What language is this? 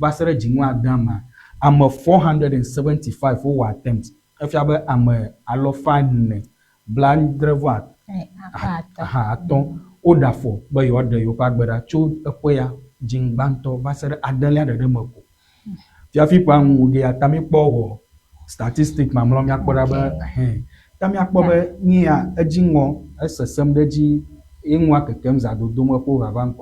Ewe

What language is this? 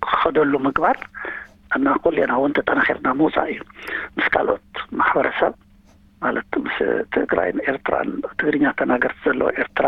Tigrinya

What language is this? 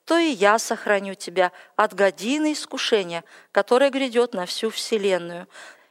Russian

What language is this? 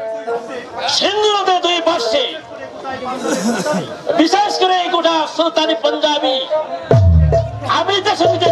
Bangla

